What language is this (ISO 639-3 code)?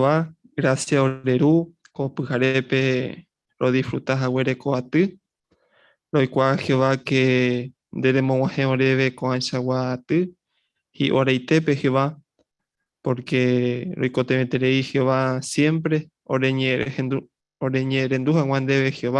grn